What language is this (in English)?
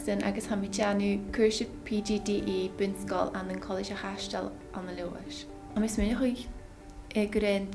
Scottish Gaelic